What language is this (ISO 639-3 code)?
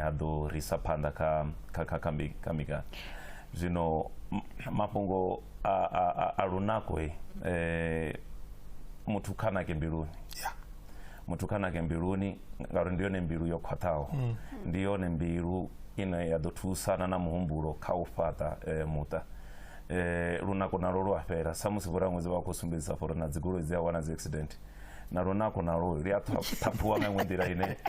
ven